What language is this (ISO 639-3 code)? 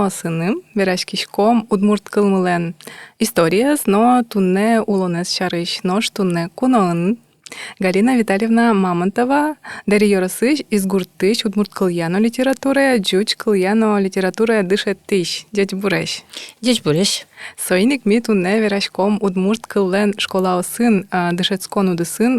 udm